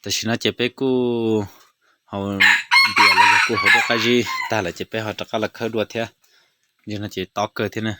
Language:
Hmong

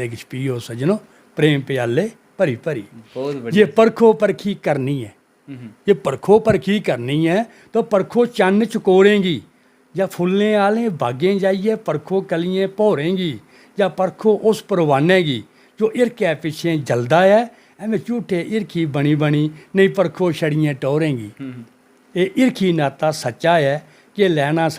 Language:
Dogri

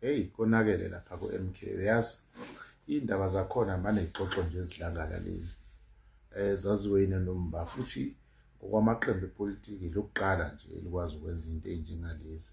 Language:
Zulu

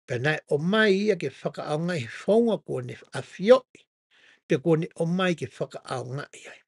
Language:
Tongan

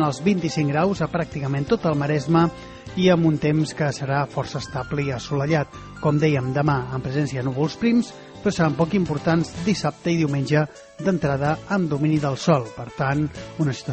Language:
Catalan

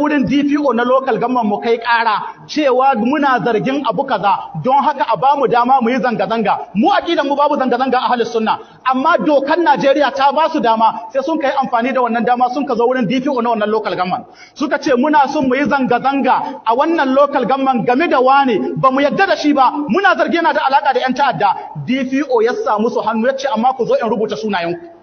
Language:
Hausa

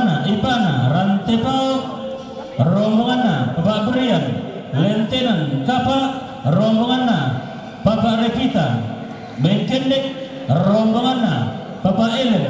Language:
Toraja-Sa'dan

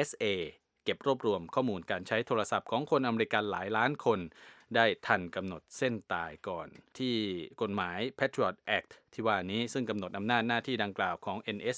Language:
Thai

